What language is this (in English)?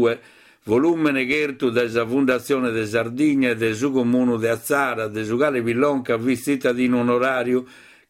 Sardinian